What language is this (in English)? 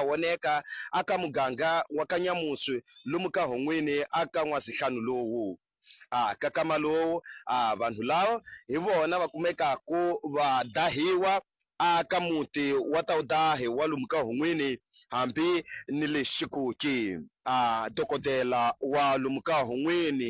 Tsonga